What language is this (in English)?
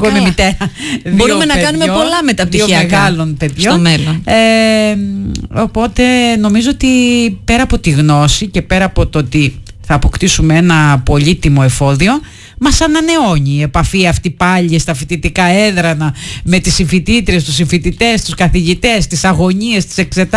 Greek